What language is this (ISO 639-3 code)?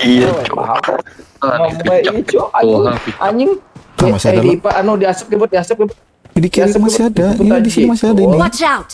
bjn